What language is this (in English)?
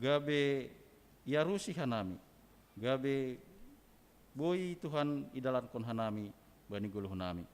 Batak Simalungun